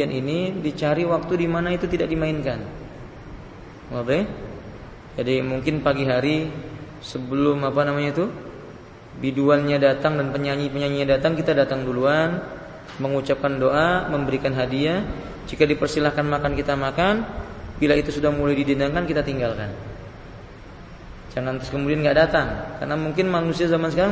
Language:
Indonesian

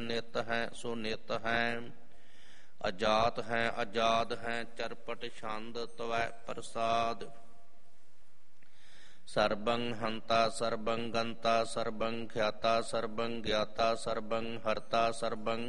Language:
Punjabi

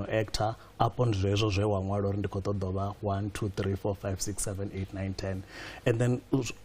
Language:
Venda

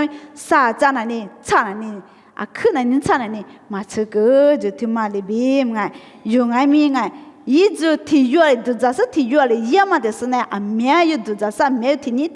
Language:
Lisu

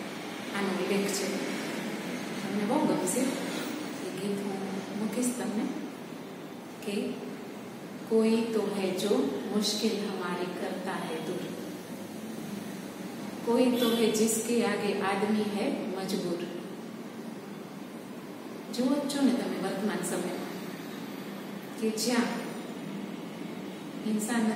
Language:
Gujarati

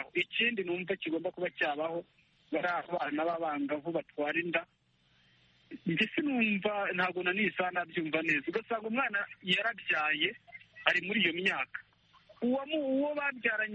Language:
Kinyarwanda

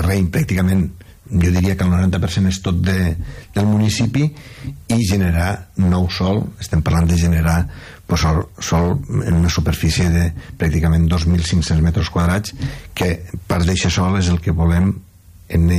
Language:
Catalan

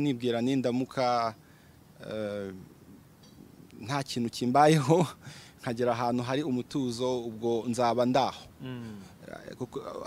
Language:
Kinyarwanda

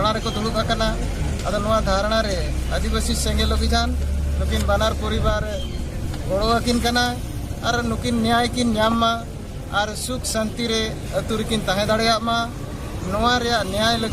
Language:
Santali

